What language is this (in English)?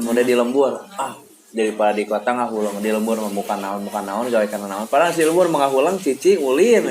Sundanese